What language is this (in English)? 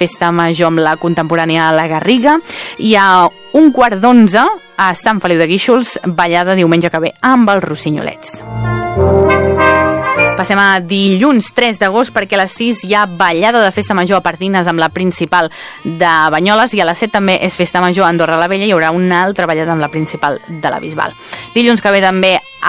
Catalan